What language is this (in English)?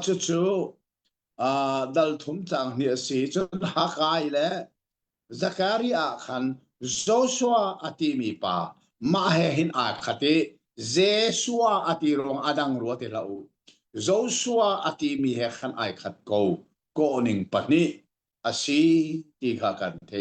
Hakha Chin